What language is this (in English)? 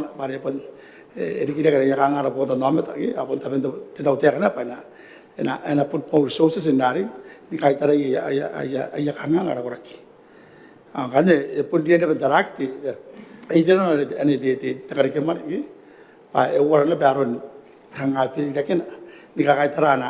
Gilbertese